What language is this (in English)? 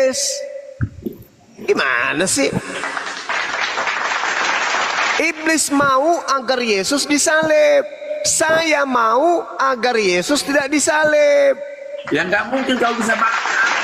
Indonesian